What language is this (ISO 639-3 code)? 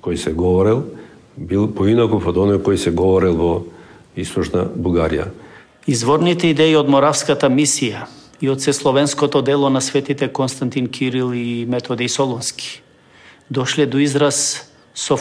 mkd